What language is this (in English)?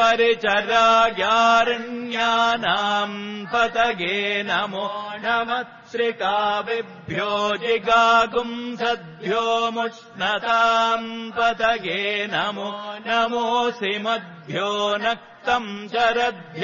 Sanskrit